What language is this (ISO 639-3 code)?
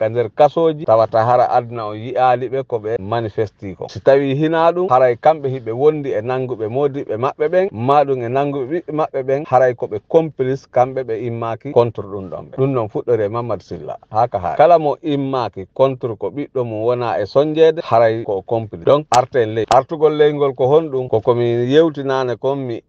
ful